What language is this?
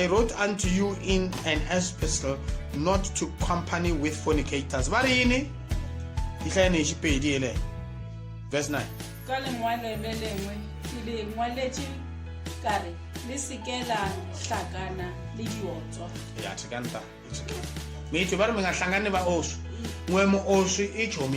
Tsonga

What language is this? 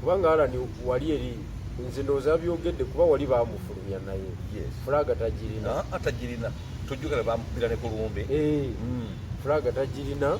Ganda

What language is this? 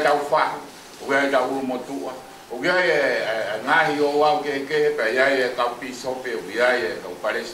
Tongan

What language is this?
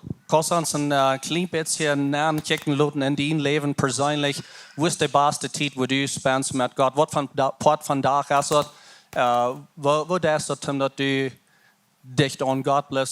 Plautdietsch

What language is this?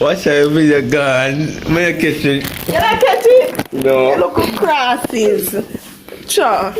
Jamaican Creole English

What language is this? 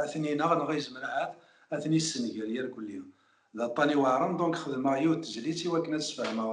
Kabyle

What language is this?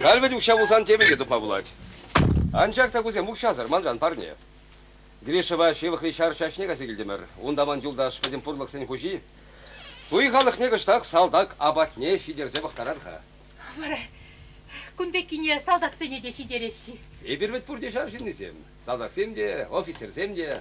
Chuvash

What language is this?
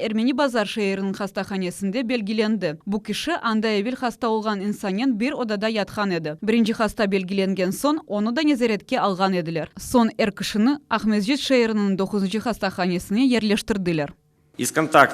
Crimean Tatar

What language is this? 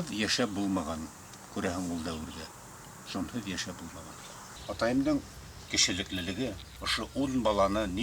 Bashkir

